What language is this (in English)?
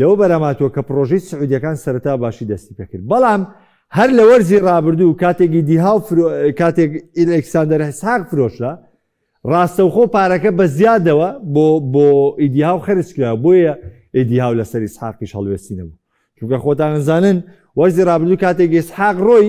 Central Kurdish